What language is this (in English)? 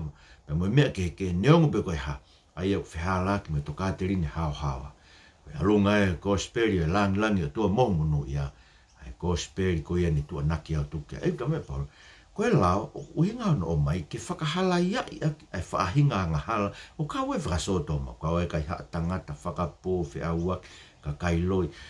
Tongan